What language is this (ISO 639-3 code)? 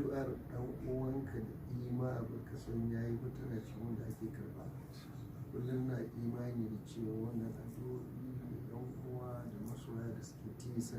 hau